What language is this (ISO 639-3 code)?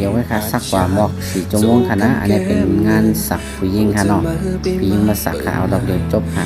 shn